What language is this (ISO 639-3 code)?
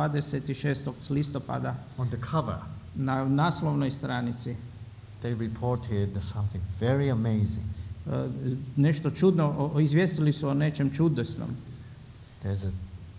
hrv